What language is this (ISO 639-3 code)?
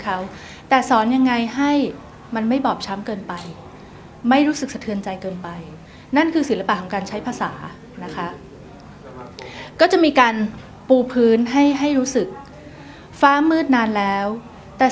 tha